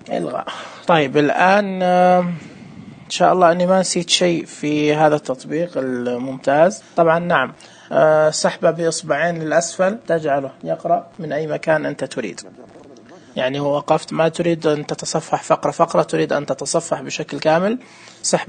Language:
Najdi Arabic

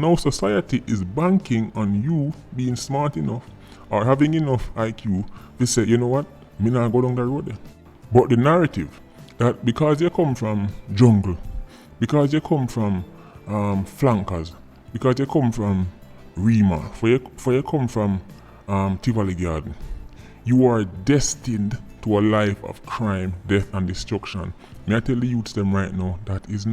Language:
Jamaican Creole English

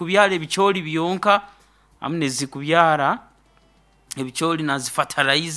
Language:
Nyoro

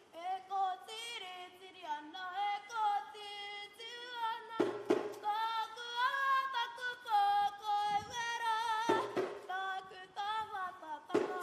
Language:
Māori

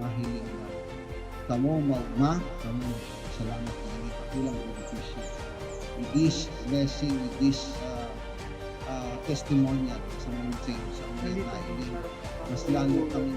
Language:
Bikol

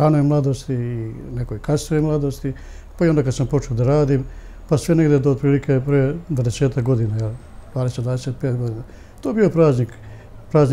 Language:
Serbian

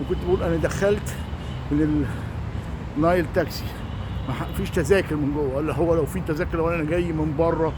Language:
Egyptian Arabic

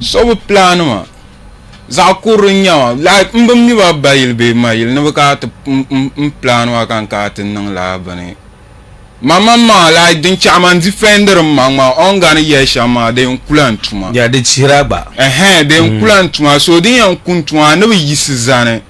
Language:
Dagbani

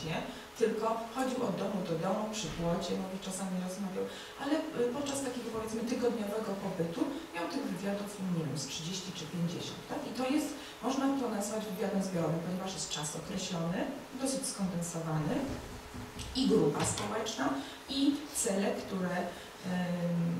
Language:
Polish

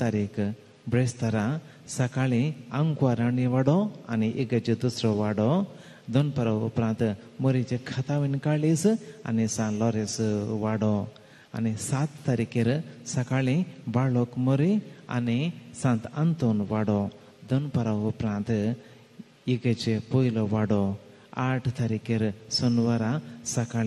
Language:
Konkani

